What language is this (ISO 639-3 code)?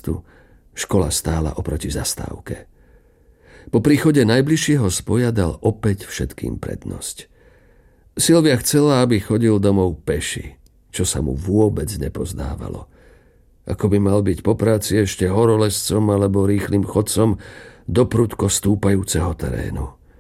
slk